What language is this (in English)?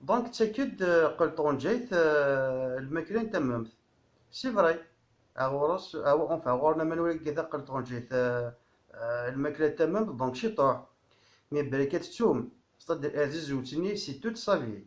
Kabyle